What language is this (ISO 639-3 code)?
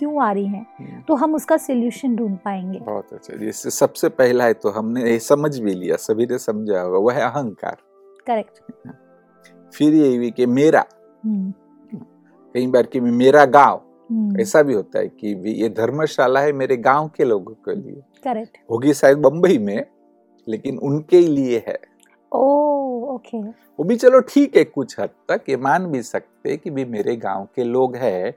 hin